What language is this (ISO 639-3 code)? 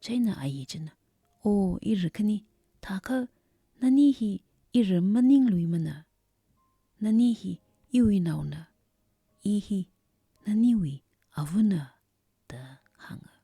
nmf